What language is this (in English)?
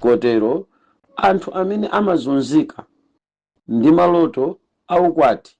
Nyanja